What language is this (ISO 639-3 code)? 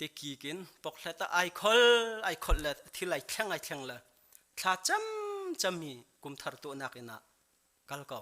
cnh